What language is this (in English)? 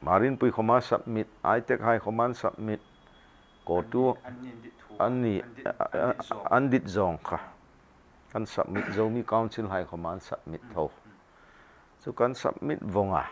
Hmar